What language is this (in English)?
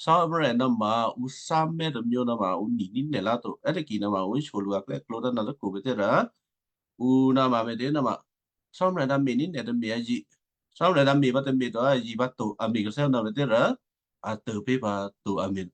Western Kayah